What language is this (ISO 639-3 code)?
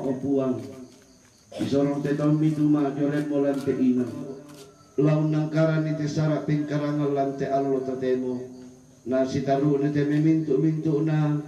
sda